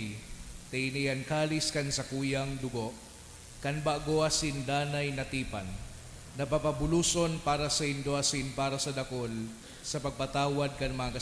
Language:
Bikol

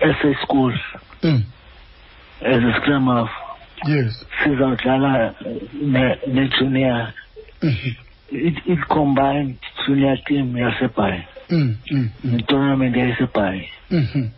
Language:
Xhosa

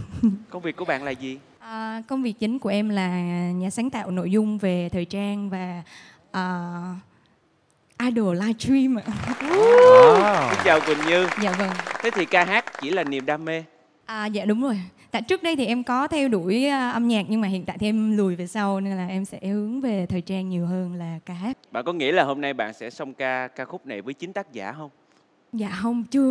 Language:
Vietnamese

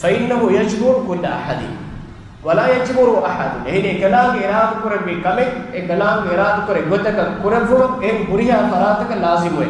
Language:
Divehi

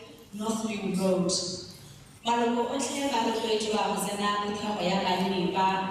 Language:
Tswana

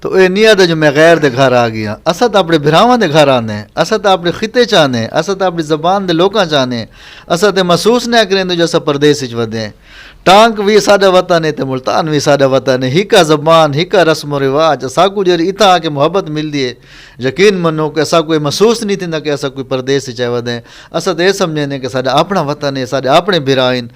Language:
Saraiki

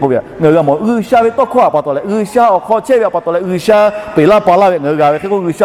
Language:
Lahu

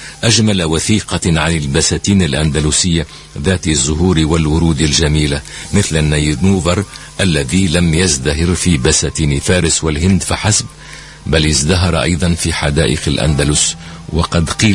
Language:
Tunisian Arabic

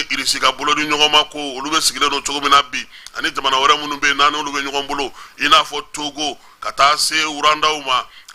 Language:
Bambara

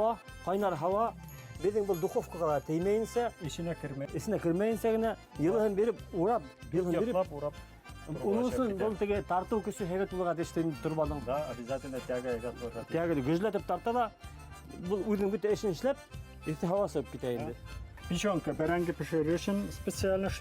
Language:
Bashkir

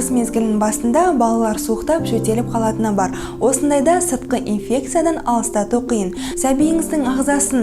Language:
Kazakh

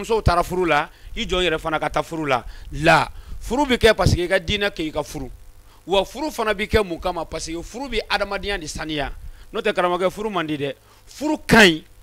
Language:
Bambara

